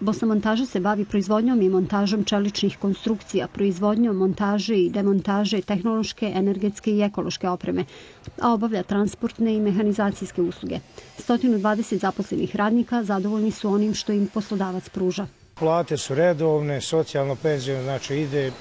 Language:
Bosnian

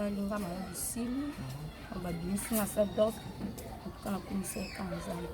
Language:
Lingala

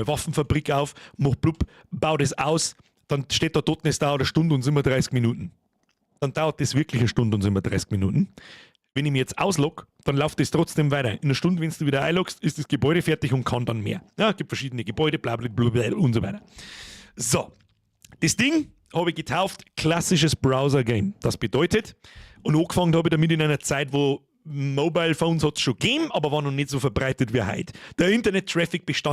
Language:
Bavarian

